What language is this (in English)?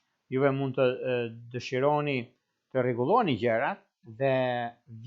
Albanian